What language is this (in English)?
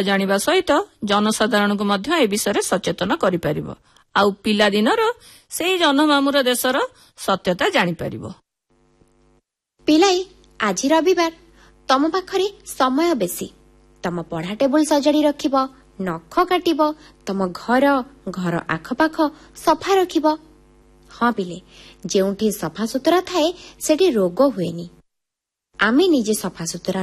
Odia